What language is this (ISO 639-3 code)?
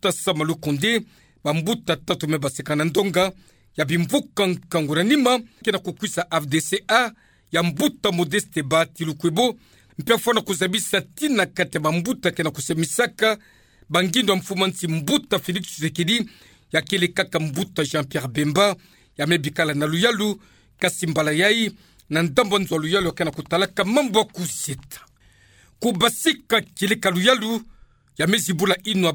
ktu